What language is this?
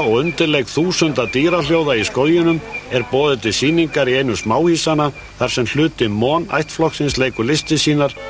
Icelandic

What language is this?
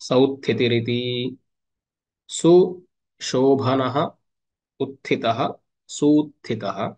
Sanskrit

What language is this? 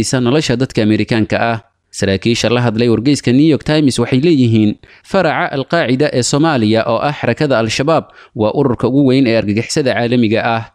Somali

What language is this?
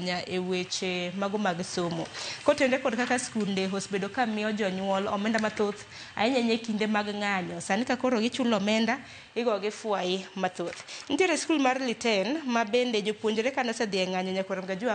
Luo (Kenya and Tanzania)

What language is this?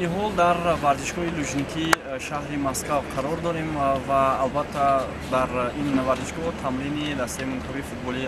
Tajik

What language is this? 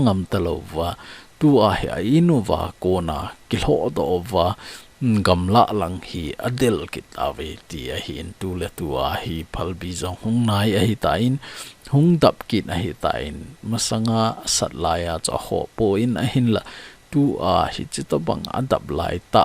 Thado Chin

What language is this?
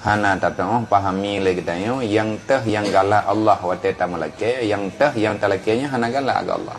Achinese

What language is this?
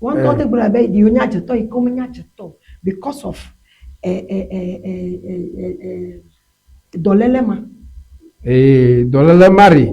Ewe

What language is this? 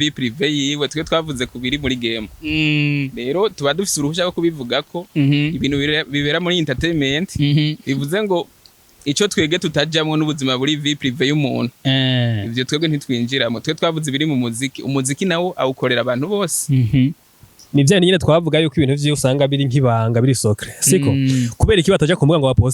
Rundi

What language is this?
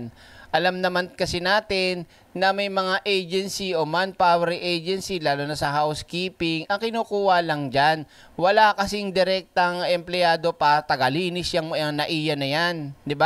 Filipino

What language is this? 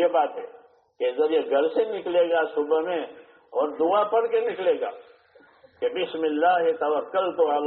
Urdu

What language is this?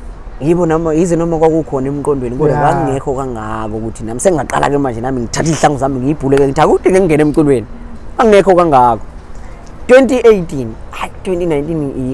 Zulu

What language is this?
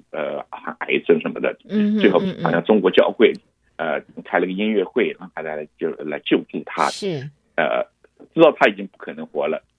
Chinese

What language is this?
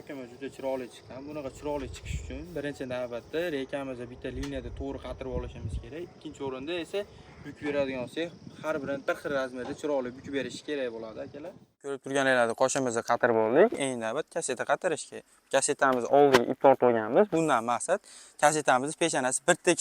Uzbek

